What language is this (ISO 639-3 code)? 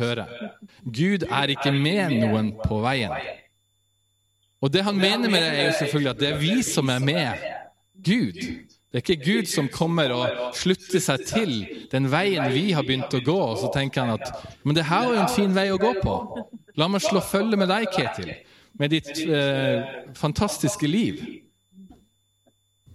nor